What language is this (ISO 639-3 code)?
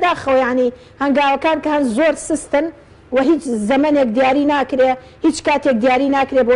ckb